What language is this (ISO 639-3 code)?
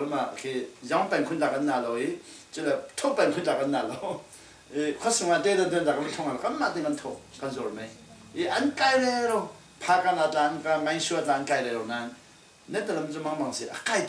cfm